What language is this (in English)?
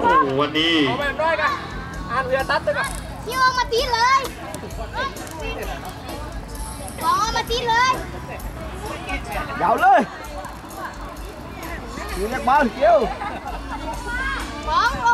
Thai